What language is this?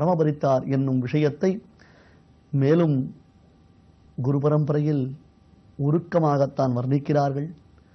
Tamil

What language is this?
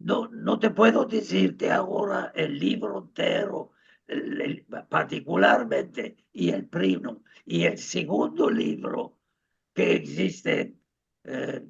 Ladino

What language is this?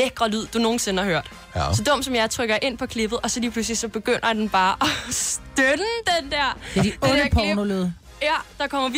Danish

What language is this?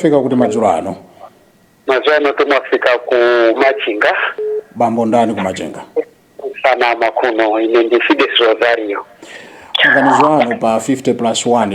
Nyanja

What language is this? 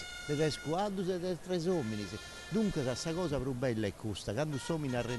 Sardinian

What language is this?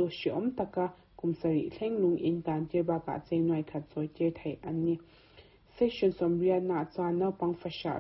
Mizo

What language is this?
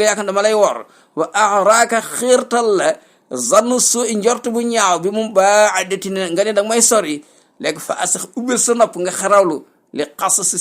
Wolof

